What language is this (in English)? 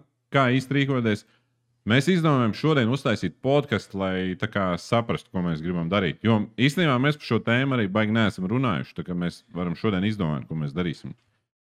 Latvian